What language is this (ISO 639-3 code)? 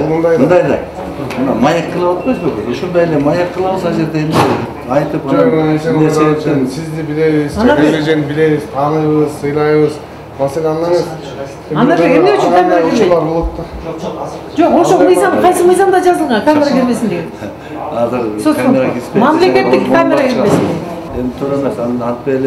kir